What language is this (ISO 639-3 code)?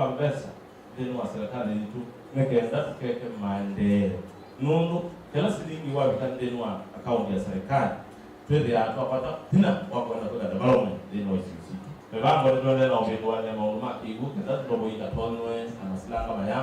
kam